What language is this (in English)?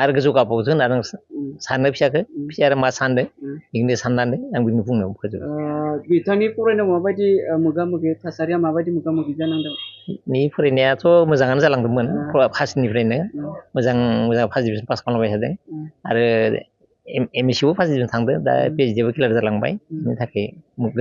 Bodo